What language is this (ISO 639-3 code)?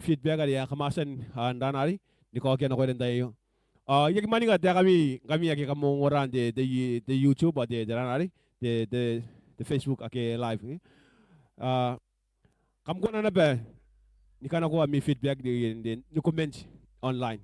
gil